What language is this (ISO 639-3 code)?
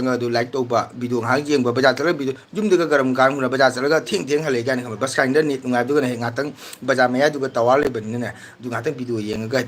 mni